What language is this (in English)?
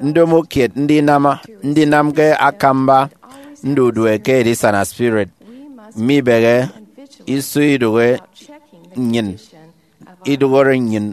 Efik